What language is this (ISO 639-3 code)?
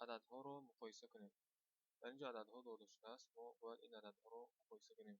tgk